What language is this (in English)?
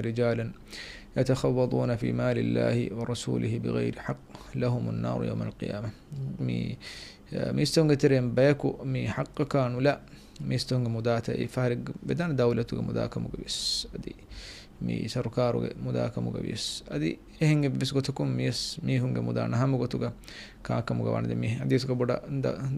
Divehi